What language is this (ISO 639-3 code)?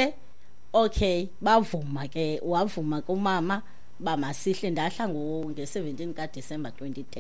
xho